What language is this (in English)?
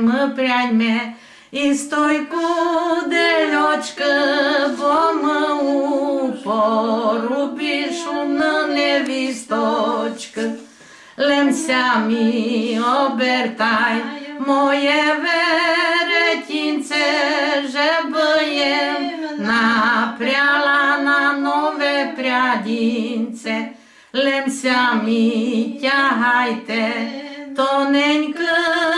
Rusyn